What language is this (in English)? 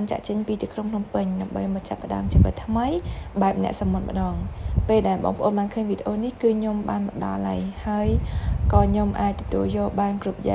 Khmer